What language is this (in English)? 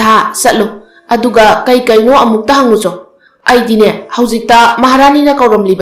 Manipuri